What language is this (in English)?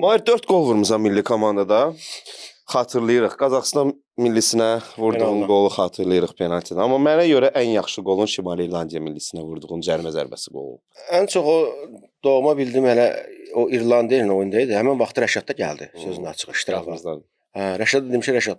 Azerbaijani